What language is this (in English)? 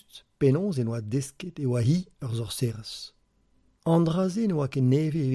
Breton